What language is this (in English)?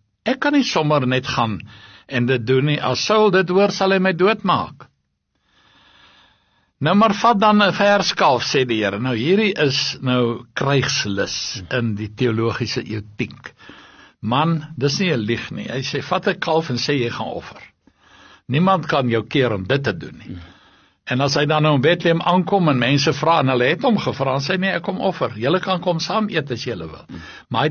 Afrikaans